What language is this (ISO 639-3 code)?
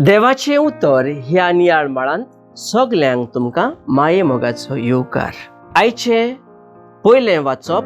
kok